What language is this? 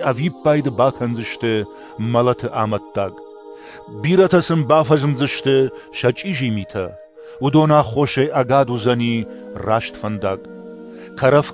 Ossetic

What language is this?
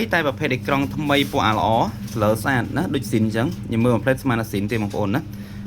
Khmer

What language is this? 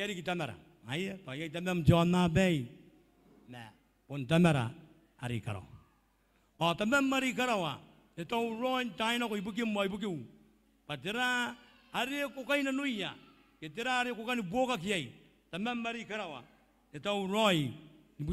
Gilbertese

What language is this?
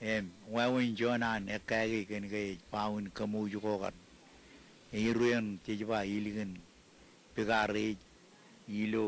Marshallese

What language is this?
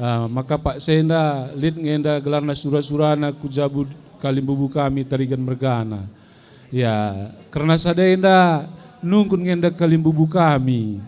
Batak Karo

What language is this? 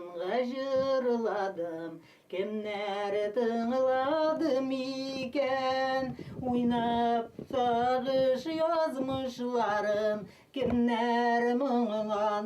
Bashkir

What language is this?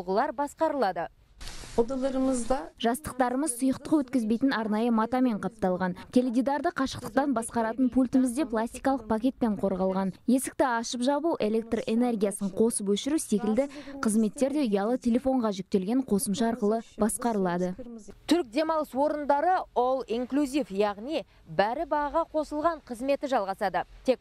Kazakh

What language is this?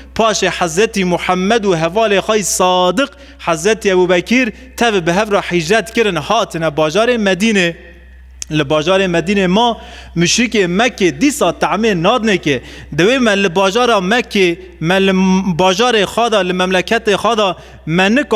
Kurdish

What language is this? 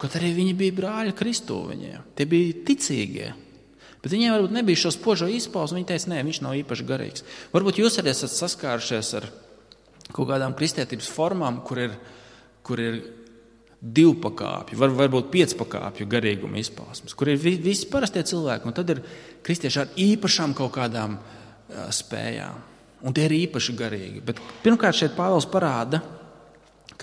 Latvian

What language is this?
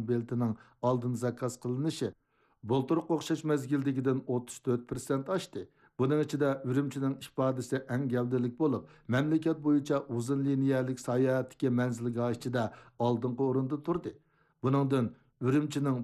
Uyghur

